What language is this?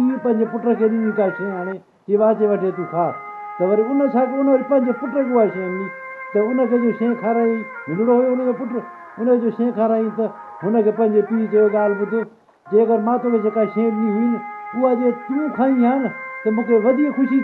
Sindhi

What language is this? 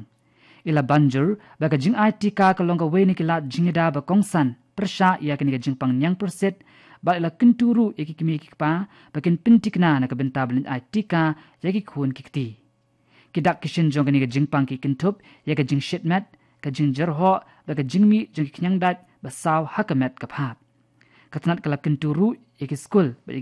Khasi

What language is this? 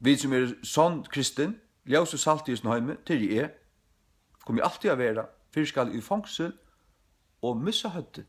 Faroese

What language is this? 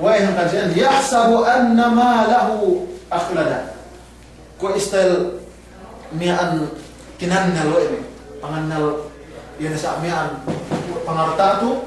Yakan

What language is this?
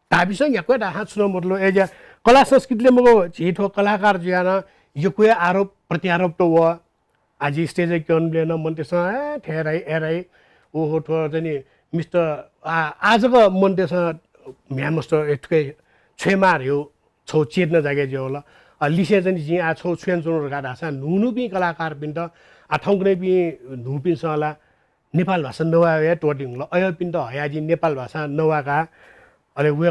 Newari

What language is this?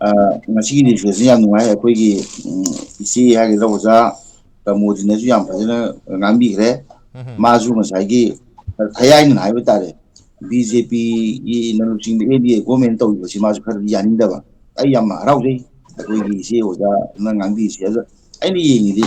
Manipuri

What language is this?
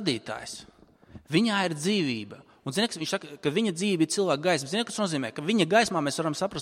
Latvian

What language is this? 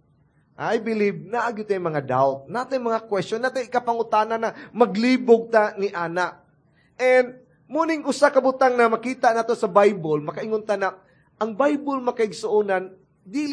Cebuano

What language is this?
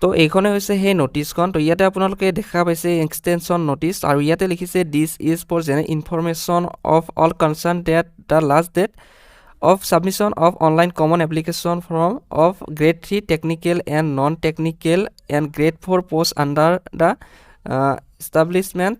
Assamese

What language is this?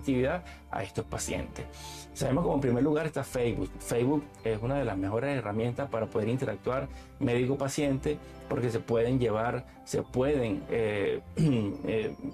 Spanish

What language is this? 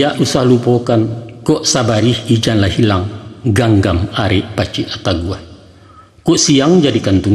Minangkabau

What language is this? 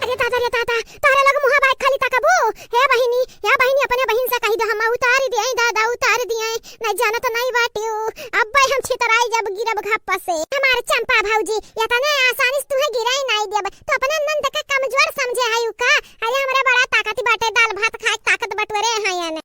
Awadhi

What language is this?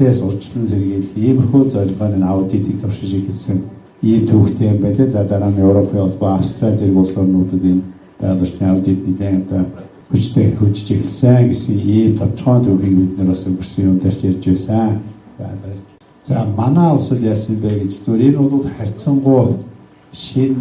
Mongolian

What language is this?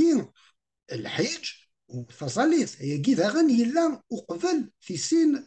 Kabyle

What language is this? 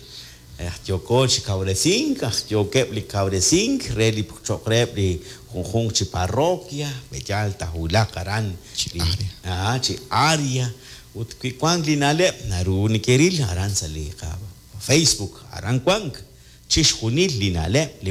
Kekchí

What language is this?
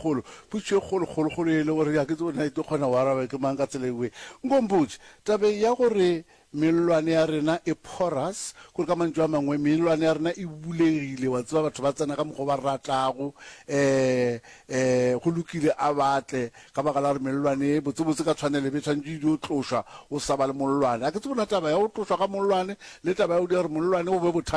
Northern Sotho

